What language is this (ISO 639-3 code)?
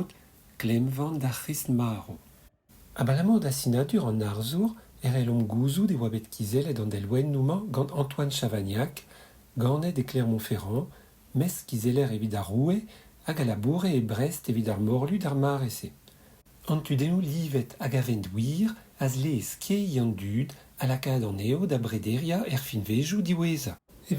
bre